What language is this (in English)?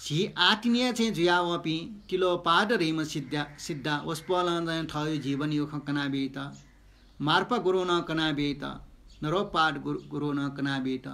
Newari